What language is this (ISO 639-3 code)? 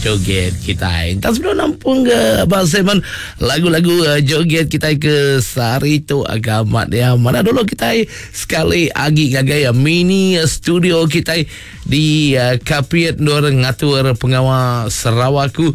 iba